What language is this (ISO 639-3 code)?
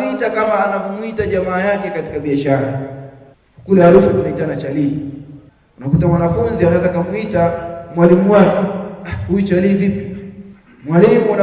swa